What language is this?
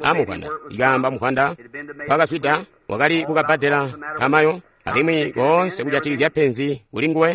Tonga (Zambia)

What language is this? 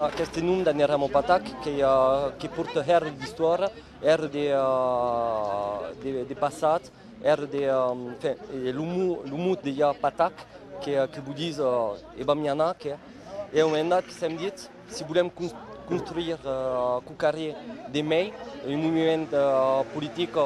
Occitan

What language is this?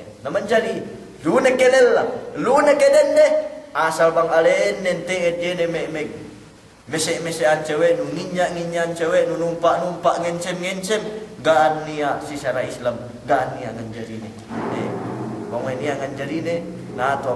Yakan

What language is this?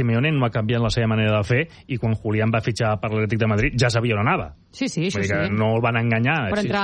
Catalan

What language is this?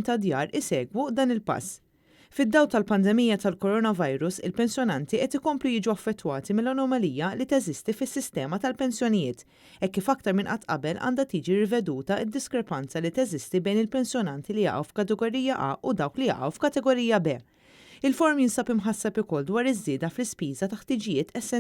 Maltese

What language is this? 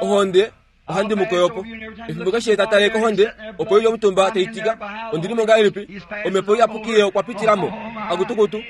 Kuanyama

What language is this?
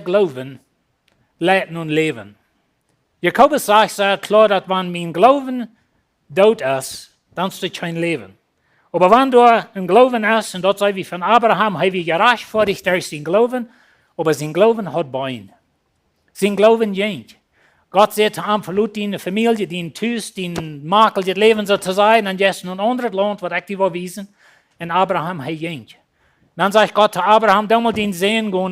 Plautdietsch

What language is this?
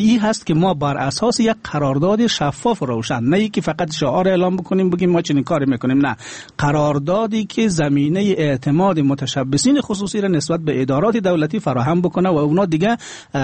Persian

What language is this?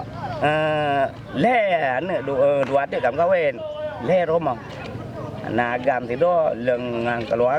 Achinese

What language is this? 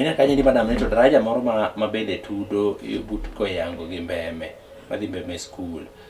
Luo (Kenya and Tanzania)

